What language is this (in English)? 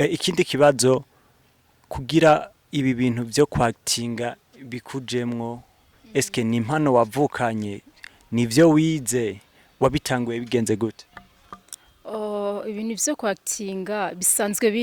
Rundi